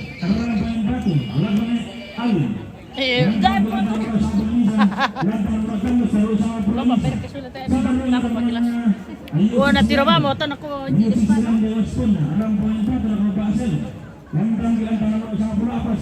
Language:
Toraja-Sa'dan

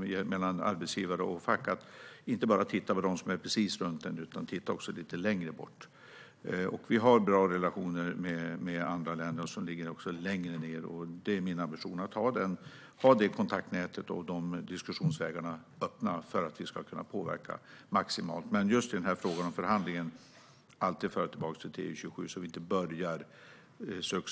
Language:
Swedish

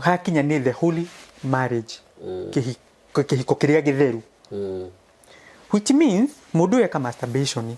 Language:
Kikuyu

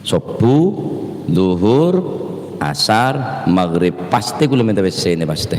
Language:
Madurese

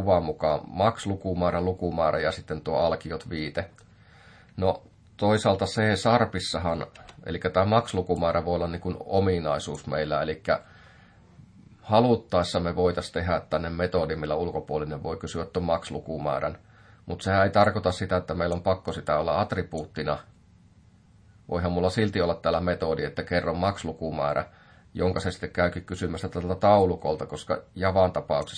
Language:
Finnish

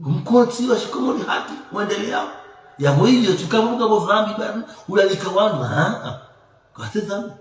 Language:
Ngazidja Comorian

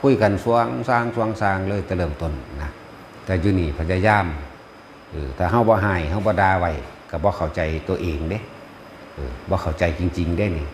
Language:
Lao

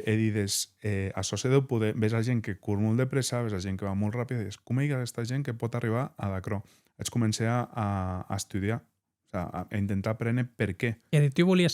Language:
Occitan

